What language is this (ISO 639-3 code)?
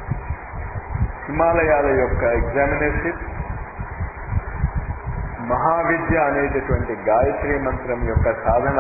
tel